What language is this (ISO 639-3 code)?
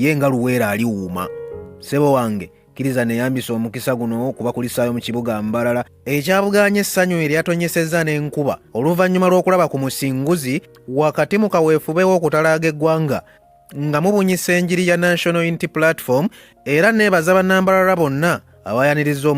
lug